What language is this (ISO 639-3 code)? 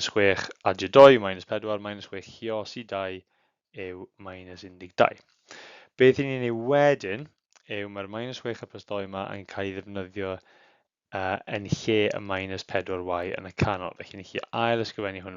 cym